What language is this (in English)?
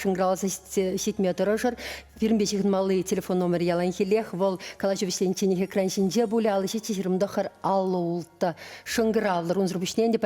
Chuvash